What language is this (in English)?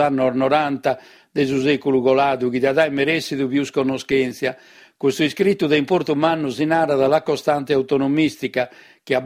Sardinian